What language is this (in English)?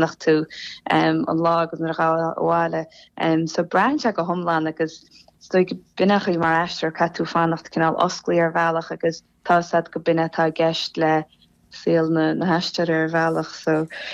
Irish